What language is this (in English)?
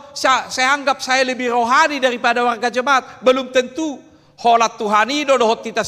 Batak Toba